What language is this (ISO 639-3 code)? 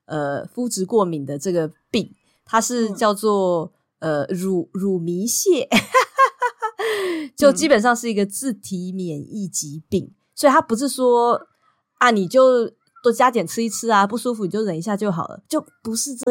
zho